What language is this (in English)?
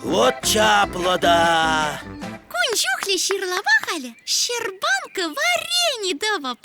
Chuvash